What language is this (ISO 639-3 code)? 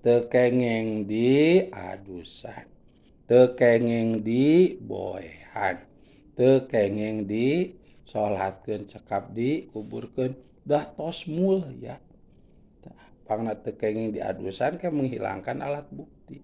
sun